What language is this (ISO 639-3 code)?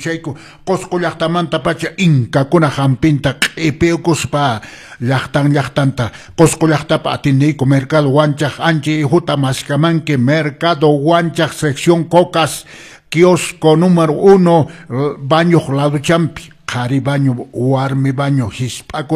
que